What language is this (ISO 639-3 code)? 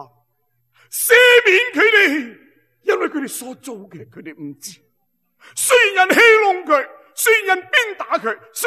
yue